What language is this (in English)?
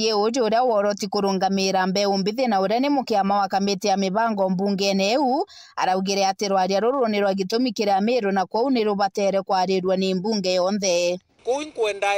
Meru